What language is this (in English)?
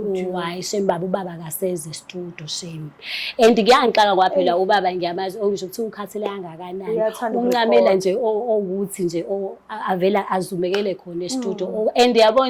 Zulu